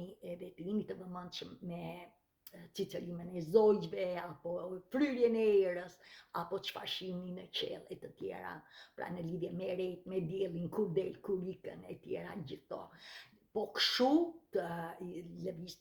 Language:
Albanian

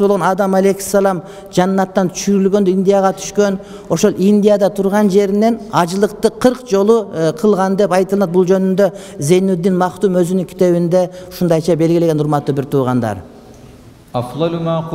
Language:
Kyrgyz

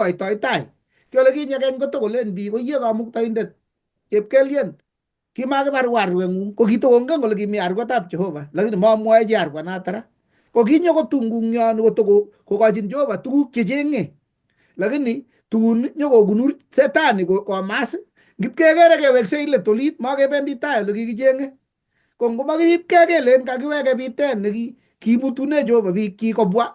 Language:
Kalenjin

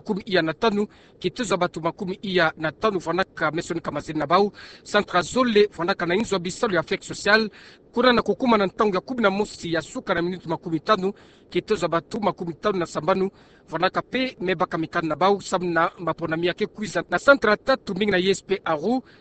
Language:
Kituba (Democratic Republic of Congo)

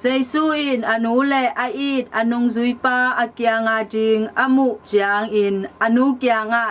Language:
Tedim Chin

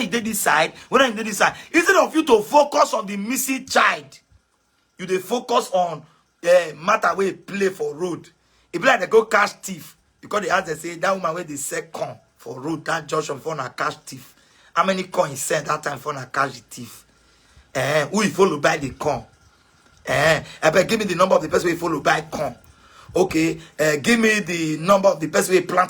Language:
Nigerian Pidgin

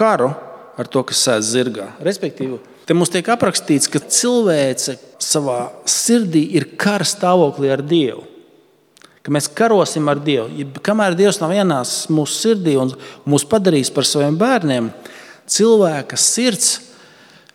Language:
Latvian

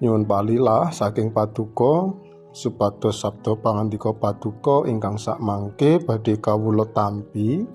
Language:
Javanese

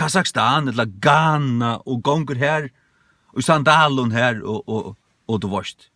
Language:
Faroese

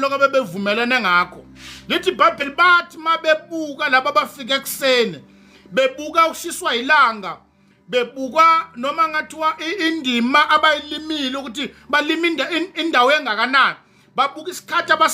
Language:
Zulu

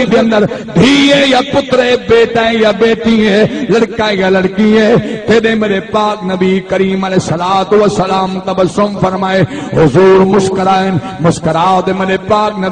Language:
Saraiki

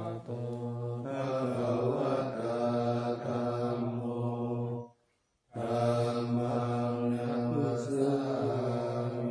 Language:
Pali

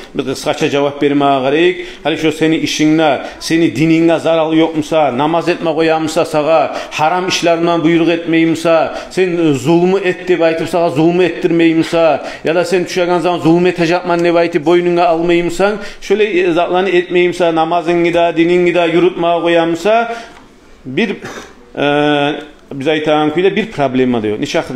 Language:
Kumyk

